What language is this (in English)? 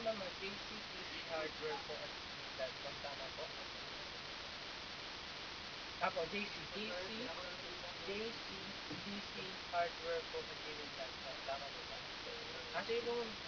Filipino